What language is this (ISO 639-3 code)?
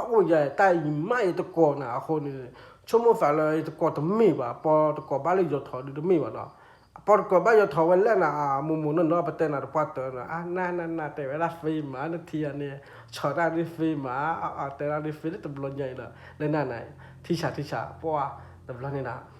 ksw